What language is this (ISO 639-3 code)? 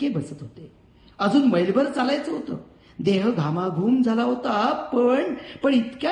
mar